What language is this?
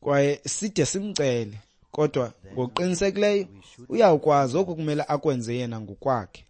Xhosa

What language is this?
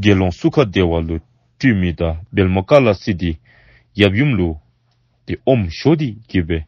Dzongkha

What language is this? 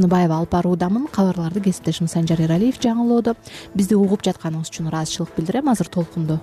Kyrgyz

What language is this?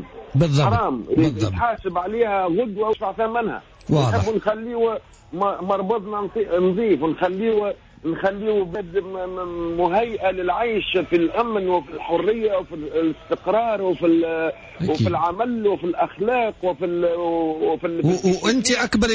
Tunisian Arabic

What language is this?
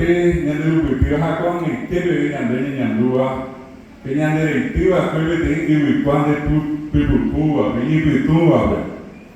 Guarani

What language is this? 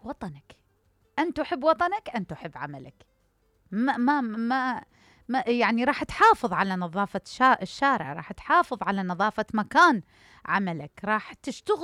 Mesopotamian Arabic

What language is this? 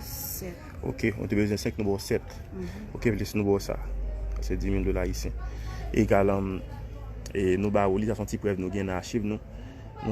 Haitian Creole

